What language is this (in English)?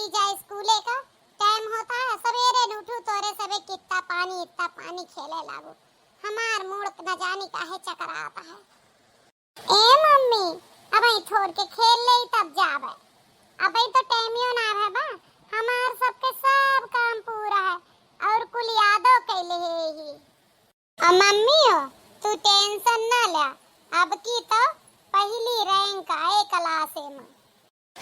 Awadhi